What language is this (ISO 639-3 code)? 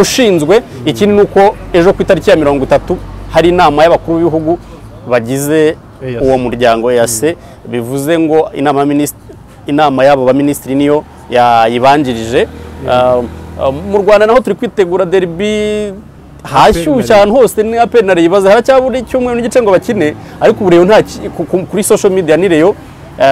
kin